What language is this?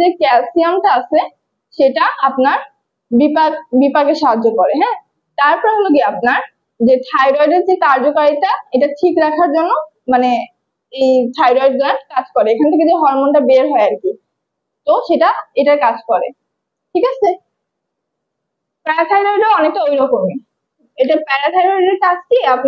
Bangla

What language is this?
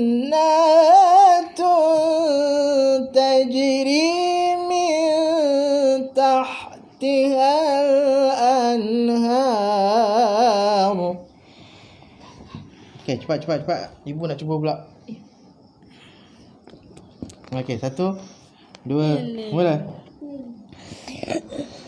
Malay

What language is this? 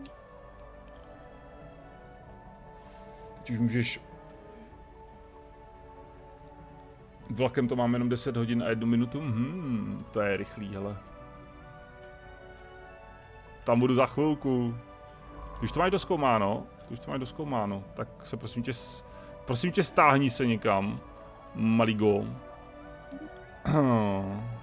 Czech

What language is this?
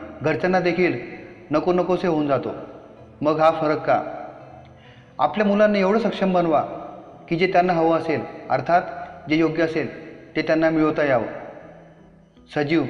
Marathi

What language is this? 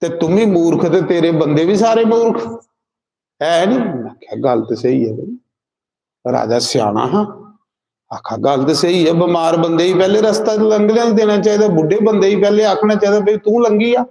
Dogri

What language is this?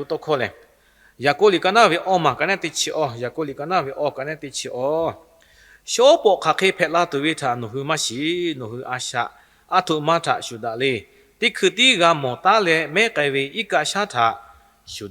Lahu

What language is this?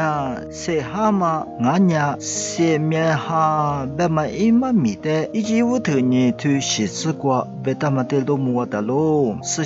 Lisu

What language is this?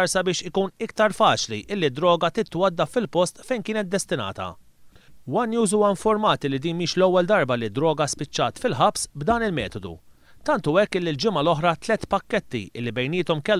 Maltese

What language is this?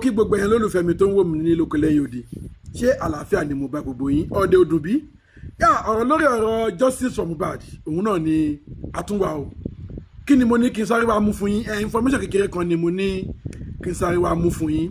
Yoruba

